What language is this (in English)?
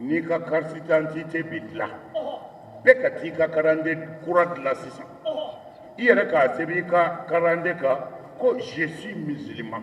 Bambara